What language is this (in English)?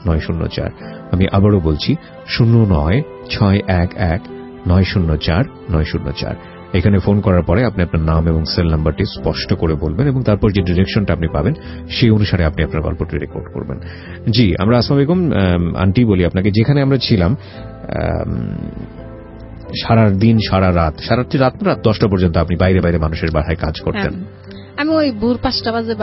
Bangla